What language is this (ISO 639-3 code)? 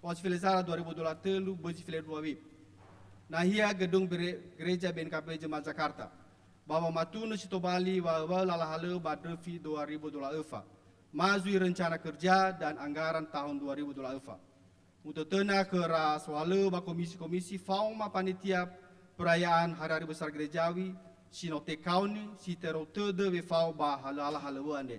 nia